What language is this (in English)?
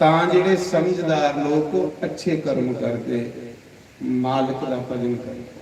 Dogri